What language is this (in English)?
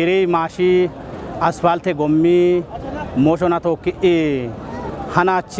Kafa